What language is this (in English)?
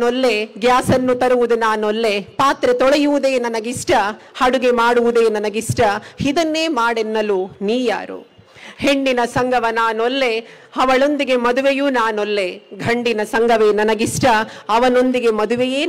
Kannada